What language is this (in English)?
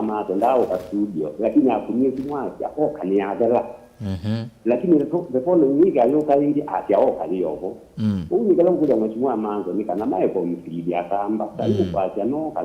Kamba